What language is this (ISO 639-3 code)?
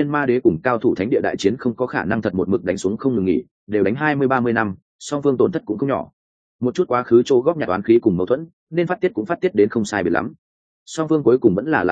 vie